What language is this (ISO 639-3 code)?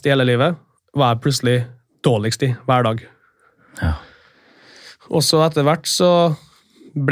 nor